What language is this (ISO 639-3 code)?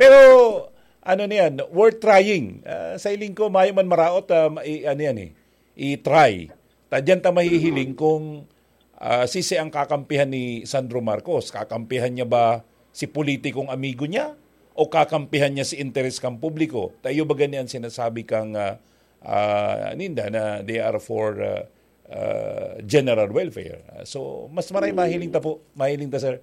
bik